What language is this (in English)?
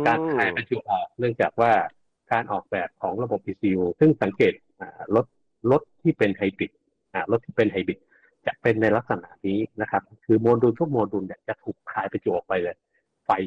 Thai